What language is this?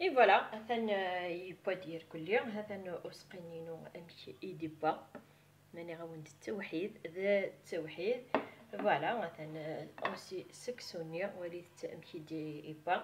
Kabyle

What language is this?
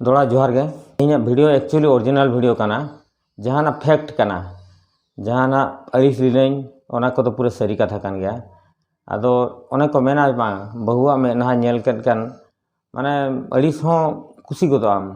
Santali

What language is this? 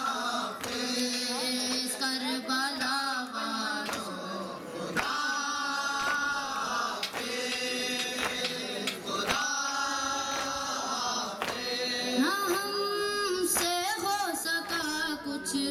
Urdu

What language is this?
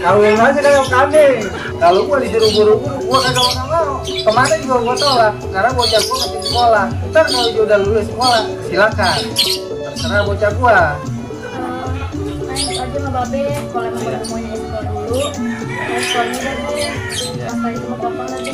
Betawi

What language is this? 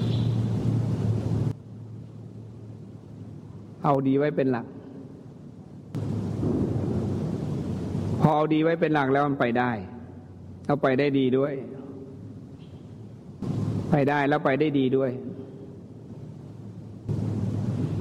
Thai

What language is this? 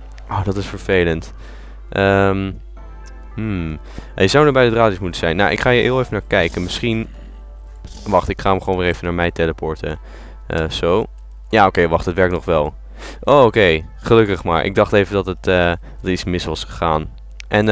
Dutch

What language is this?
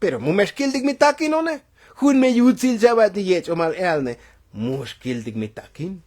Tzotzil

